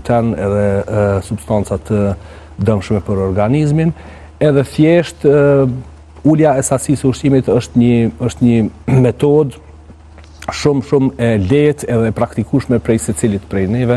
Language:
Albanian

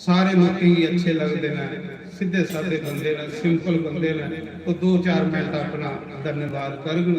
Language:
Dogri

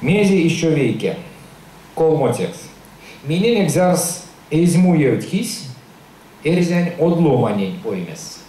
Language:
Erzya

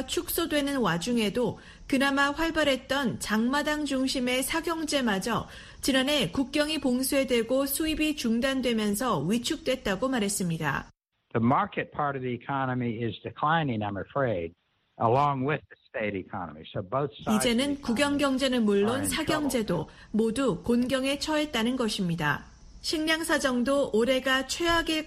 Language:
Korean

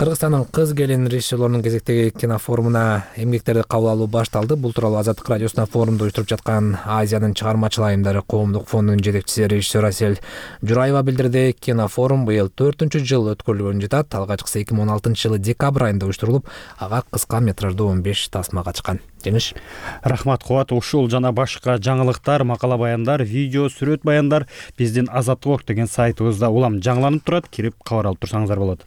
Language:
Kyrgyz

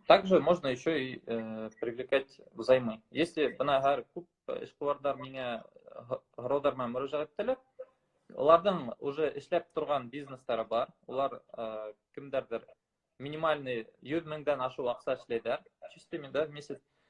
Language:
Bashkir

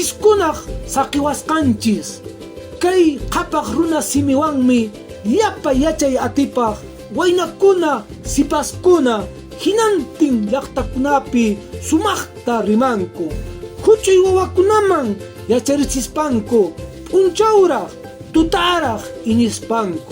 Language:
Quechua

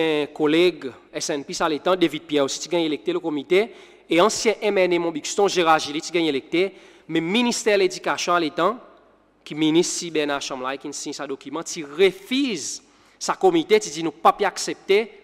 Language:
Seselwa Creole French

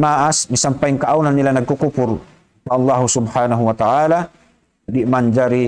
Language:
Tausug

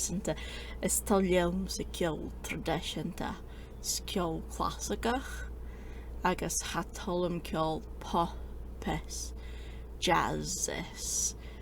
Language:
Scottish Gaelic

